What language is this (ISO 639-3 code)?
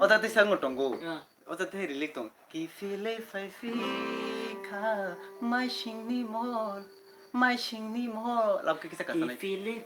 trp